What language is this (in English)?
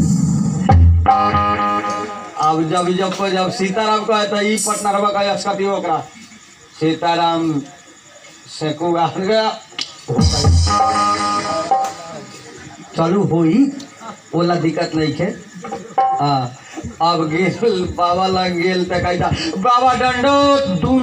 Bhojpuri